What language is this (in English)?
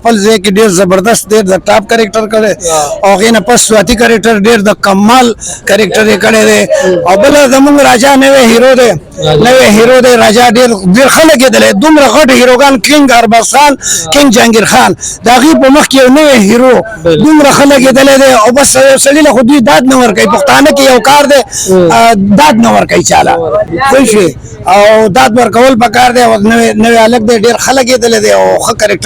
Pashto